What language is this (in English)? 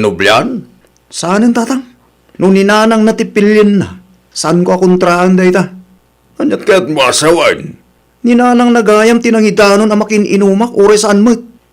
Iloko